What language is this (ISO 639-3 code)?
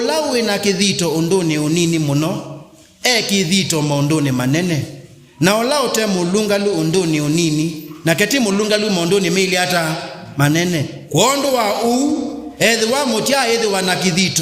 kam